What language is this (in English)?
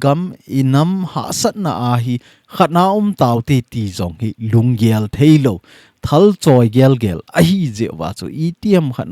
Thado Chin